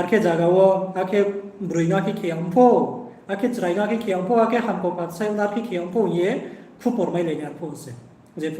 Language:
Riang (India)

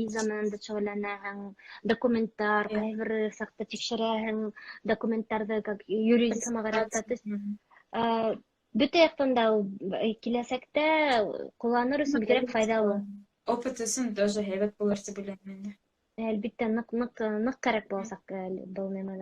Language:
Bashkir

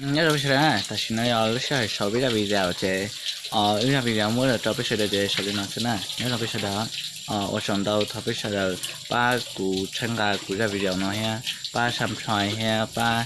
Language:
Hmong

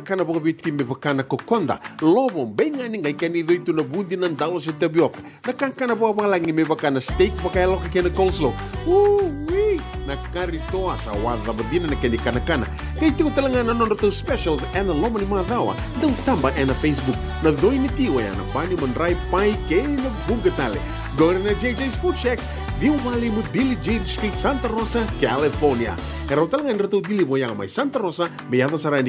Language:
Fijian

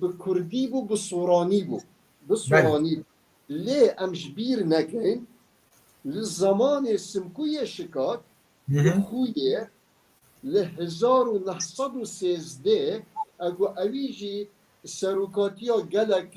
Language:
Kurdish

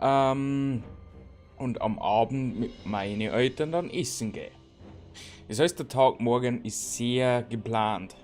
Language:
Bavarian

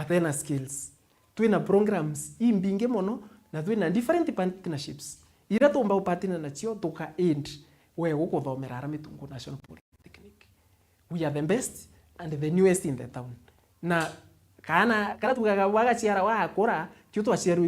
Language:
Meru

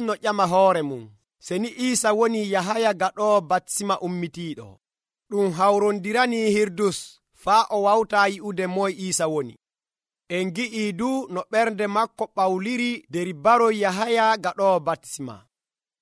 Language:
Nigerian Fulfulde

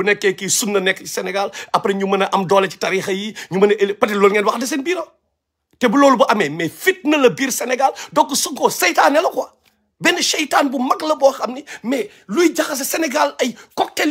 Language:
Wolof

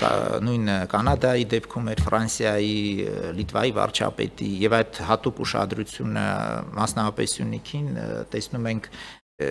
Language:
Armenian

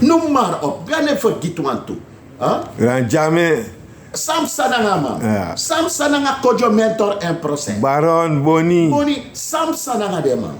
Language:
Sranan Tongo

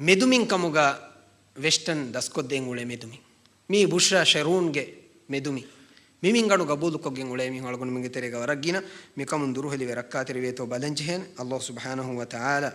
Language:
Divehi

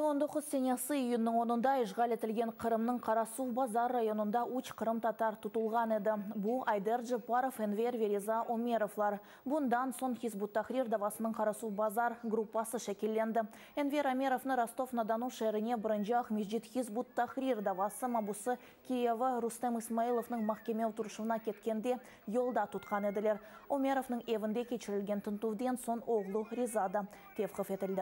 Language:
Crimean Tatar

